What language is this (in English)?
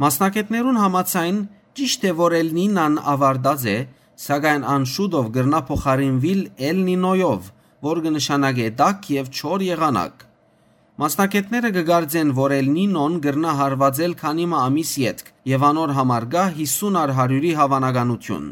Western Armenian